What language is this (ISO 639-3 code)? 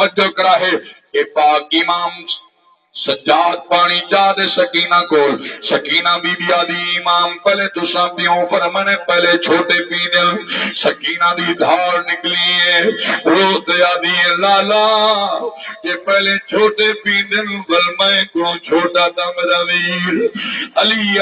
skr